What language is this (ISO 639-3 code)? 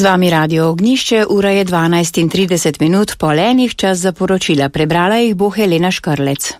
slv